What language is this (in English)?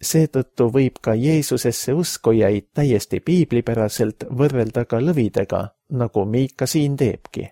Estonian